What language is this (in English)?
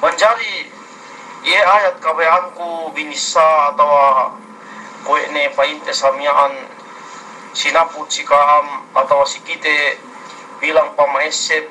Yakan